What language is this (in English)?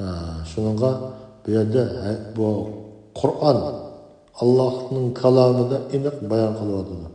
Uyghur